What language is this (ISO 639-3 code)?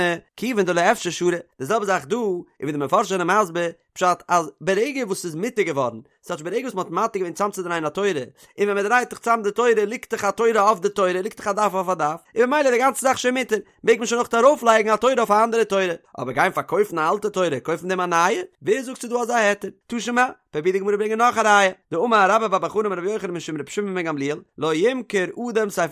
yid